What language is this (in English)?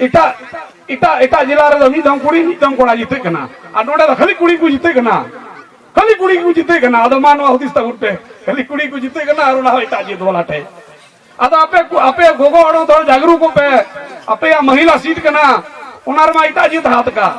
Santali